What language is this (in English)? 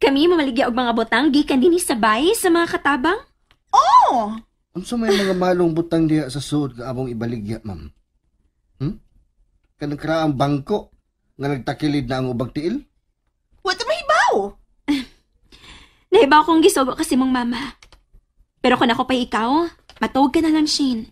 Cebuano